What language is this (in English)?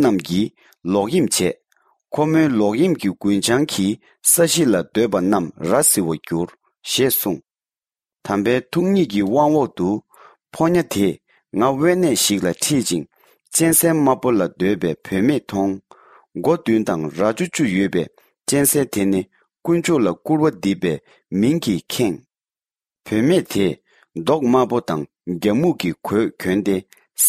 Tibetan